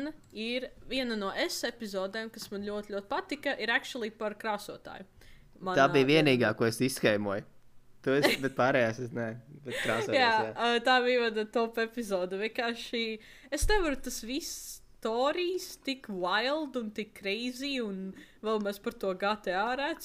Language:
Latvian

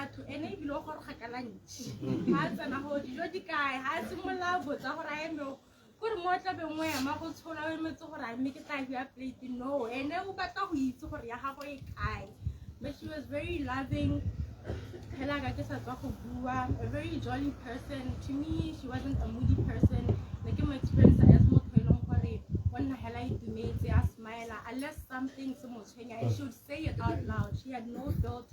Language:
Tswana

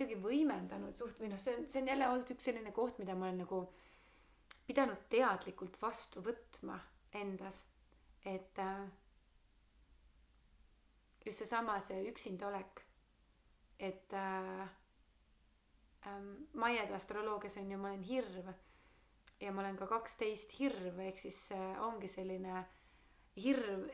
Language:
Estonian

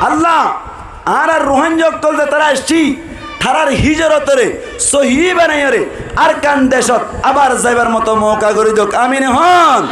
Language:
Rohingya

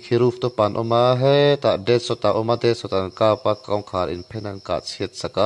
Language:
Mizo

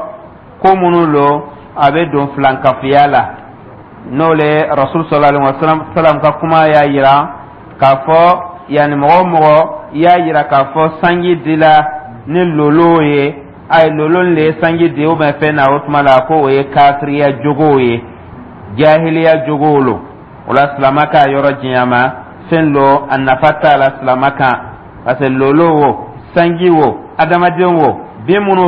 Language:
Dyula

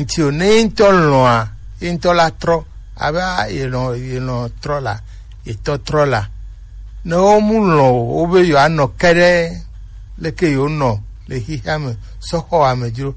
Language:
Gen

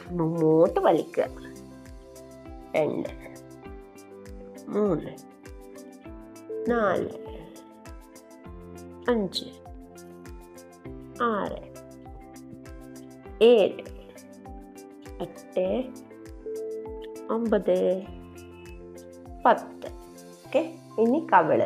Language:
Malayalam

